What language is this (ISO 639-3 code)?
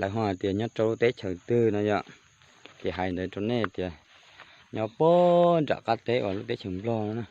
hmn